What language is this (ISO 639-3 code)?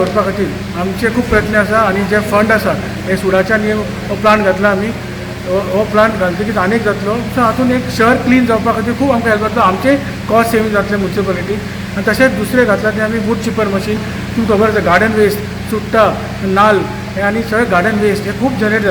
kok